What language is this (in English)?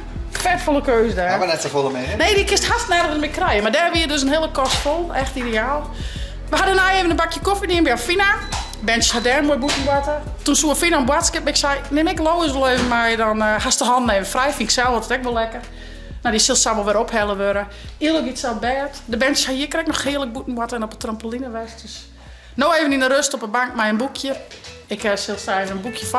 Western Frisian